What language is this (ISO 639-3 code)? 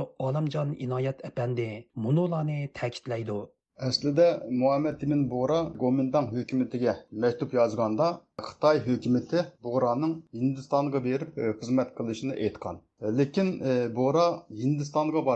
uig